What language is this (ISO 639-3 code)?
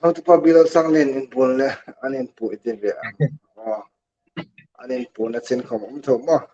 hmr